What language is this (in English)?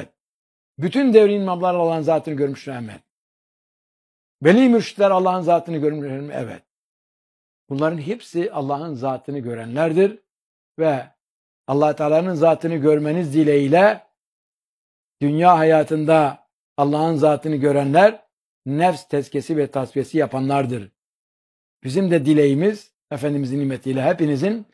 Turkish